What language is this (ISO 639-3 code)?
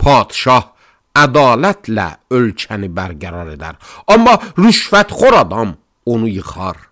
aze